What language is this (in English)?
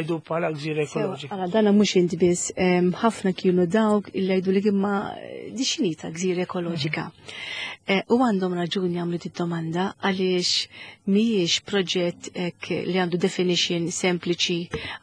Maltese